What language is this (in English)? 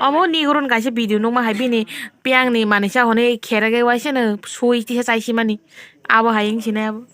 Kok Borok